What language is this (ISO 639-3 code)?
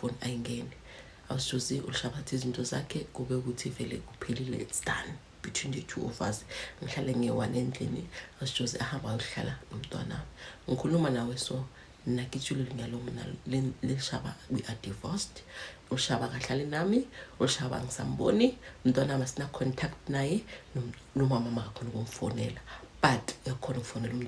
zul